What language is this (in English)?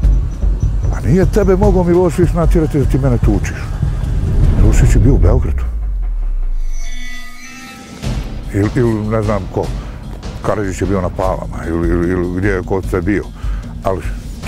Bosnian